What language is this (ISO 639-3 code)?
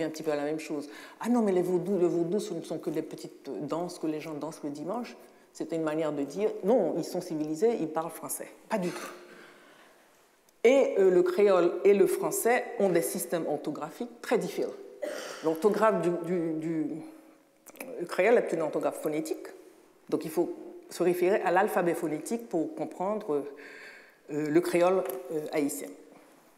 fra